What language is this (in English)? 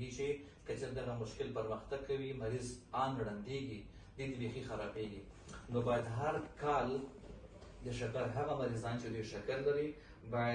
Pashto